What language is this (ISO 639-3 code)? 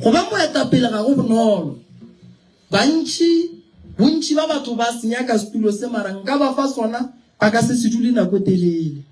nso